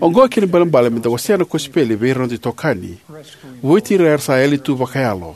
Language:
Fijian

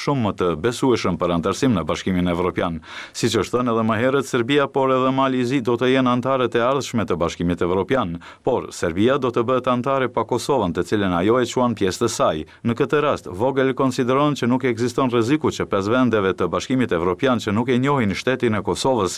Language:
Albanian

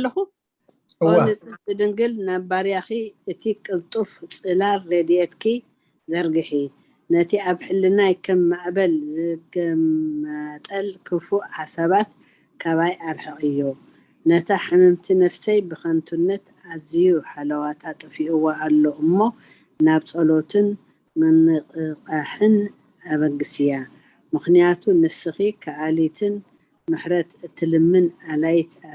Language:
Tigrinya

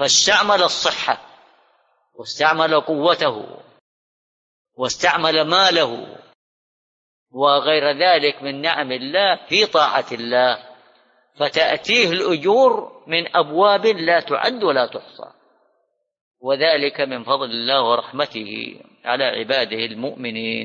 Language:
Arabic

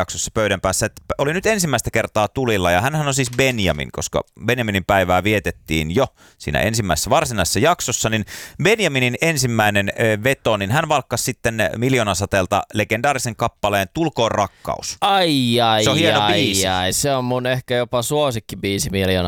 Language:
Finnish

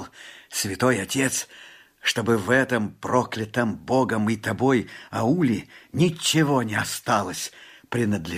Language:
Russian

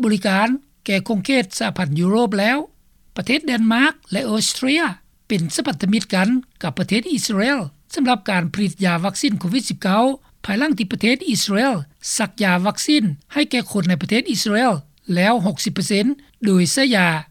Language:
Lao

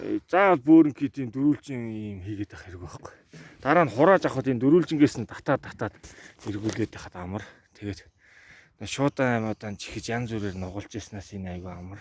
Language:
Mongolian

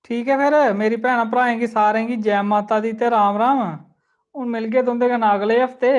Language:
Dogri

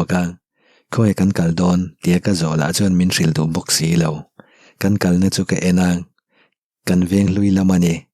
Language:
Mizo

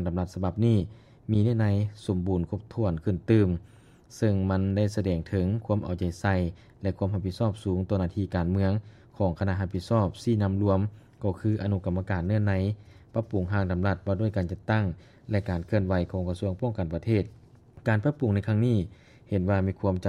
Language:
Lao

